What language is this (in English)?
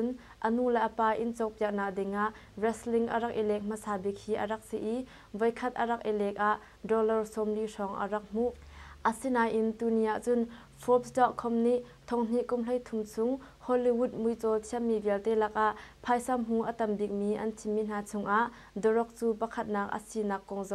Hakha Chin